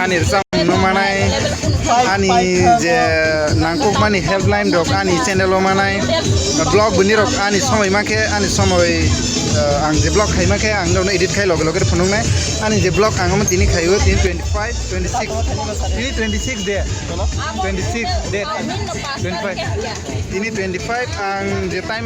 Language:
Kok Borok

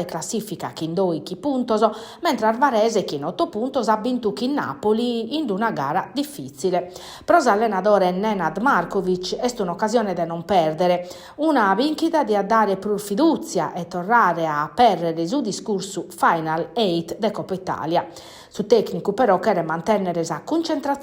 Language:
Sardinian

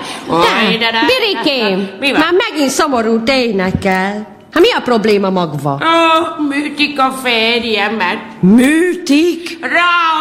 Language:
Hungarian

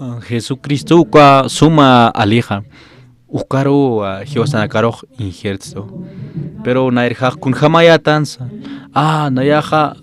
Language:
Aymara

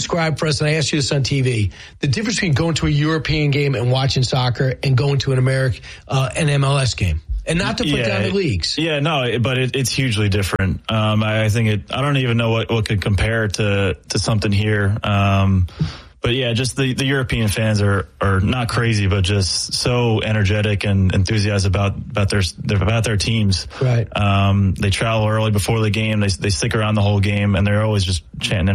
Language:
English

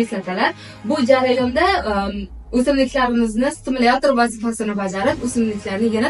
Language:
Uzbek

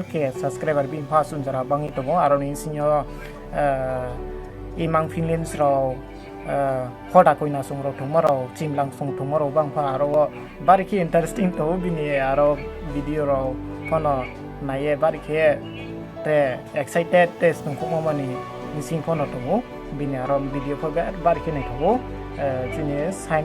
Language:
Riang (India)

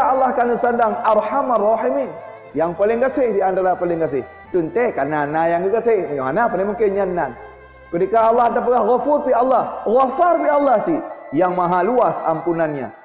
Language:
Achinese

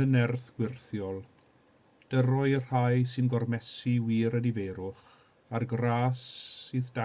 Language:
Welsh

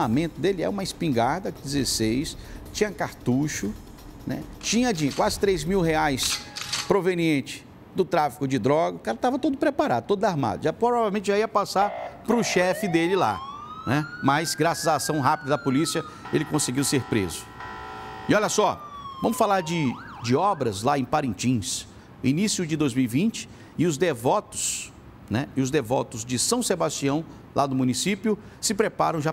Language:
Portuguese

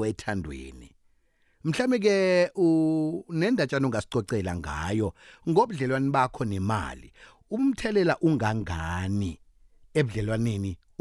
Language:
South Ndebele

